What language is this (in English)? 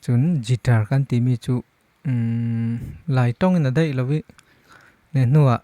Falam Chin